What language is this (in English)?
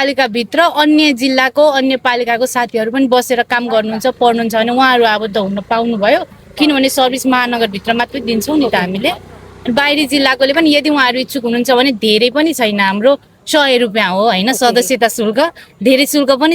Nepali